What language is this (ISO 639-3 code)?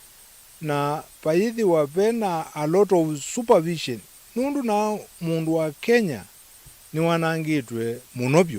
kam